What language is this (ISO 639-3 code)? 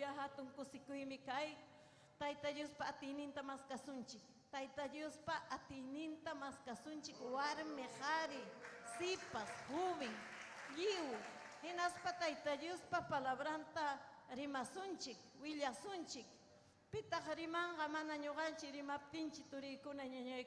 quy